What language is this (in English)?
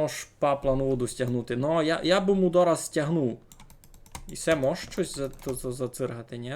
Rusyn